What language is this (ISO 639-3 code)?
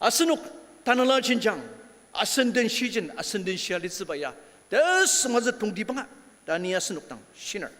njo